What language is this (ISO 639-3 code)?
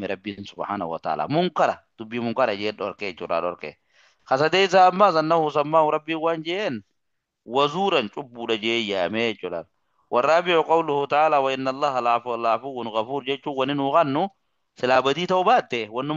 orm